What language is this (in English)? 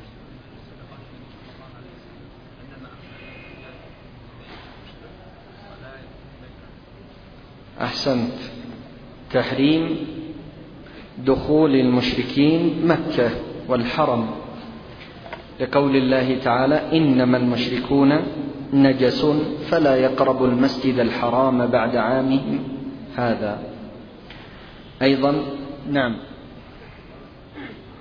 Arabic